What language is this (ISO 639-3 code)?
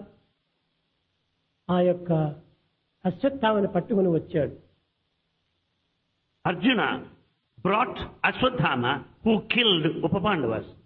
tel